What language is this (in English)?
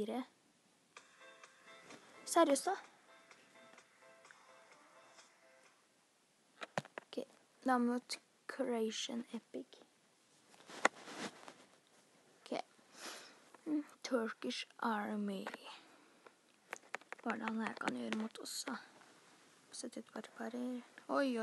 Norwegian